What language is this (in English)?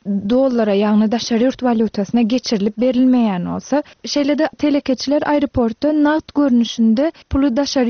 Turkmen